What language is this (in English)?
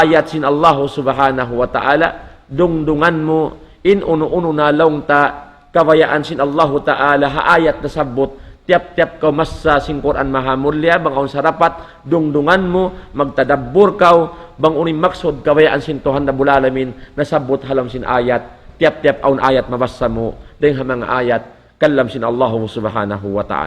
Tausug